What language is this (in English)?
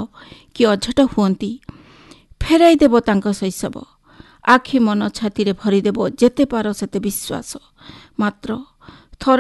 Odia